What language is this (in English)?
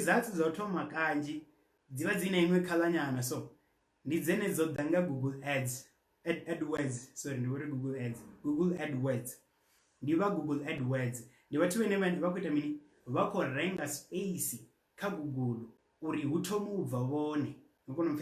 Venda